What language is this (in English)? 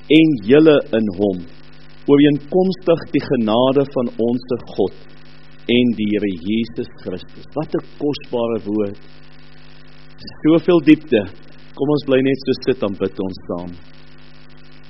Afrikaans